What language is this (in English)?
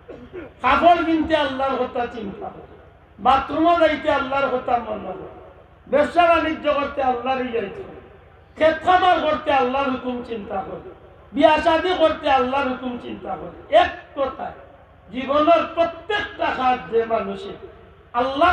Sylheti